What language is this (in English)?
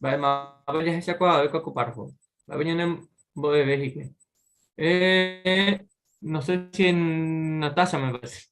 Guarani